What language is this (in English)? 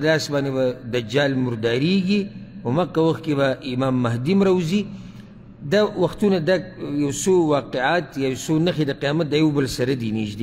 Pashto